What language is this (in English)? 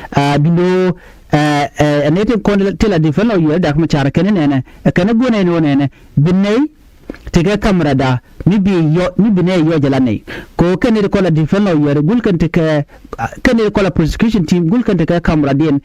Nuer